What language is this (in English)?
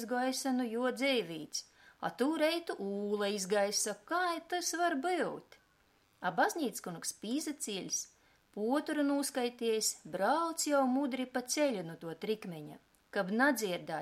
Latgalian